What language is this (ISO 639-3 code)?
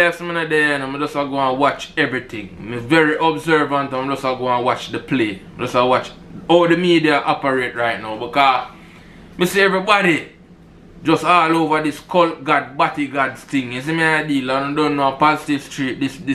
jam